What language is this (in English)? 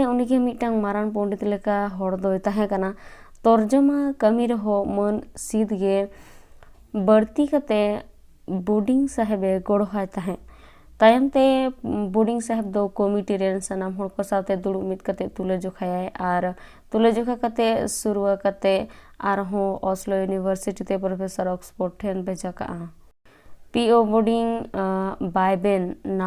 Santali